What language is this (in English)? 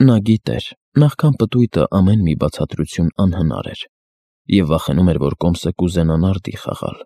Armenian